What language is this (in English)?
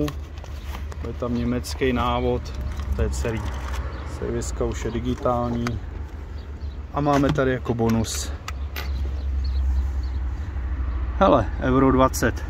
Czech